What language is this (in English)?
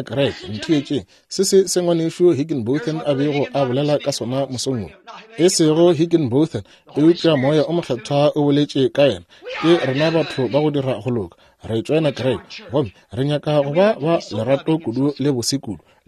Northern Sotho